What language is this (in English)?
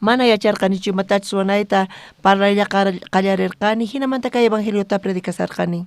South Bolivian Quechua